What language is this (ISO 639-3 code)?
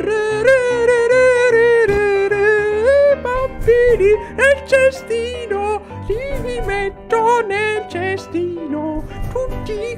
ita